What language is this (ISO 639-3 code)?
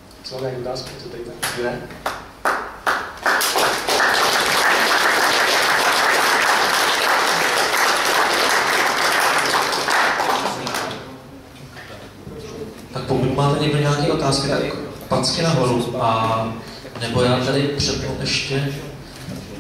ces